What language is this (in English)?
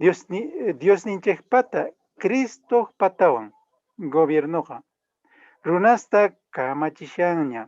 Quechua